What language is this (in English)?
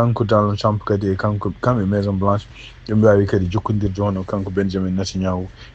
Fula